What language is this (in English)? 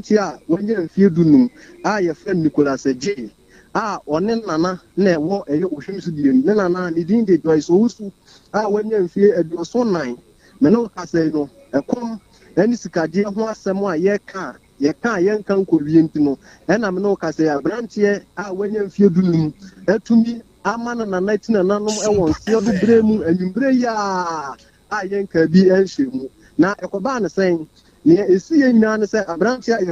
Akan